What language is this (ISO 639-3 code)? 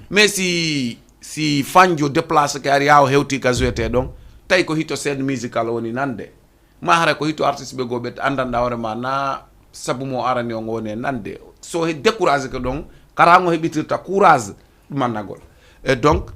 ful